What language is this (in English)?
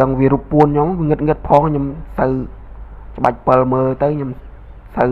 Khmer